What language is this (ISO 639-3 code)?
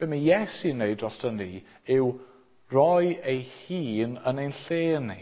cym